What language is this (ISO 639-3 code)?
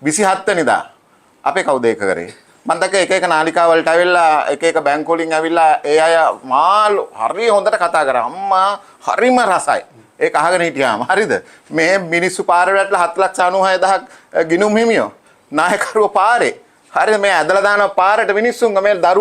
sin